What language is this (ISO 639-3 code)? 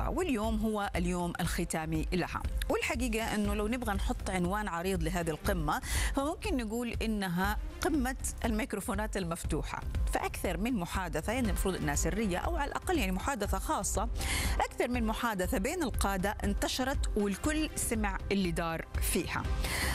ara